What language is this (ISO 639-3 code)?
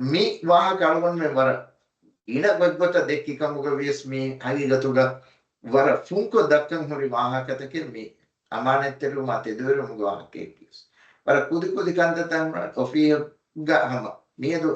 div